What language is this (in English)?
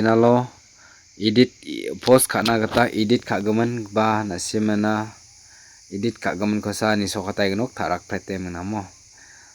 Garo